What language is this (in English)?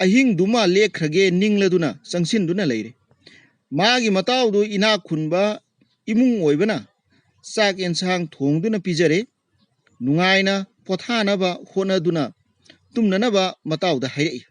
Manipuri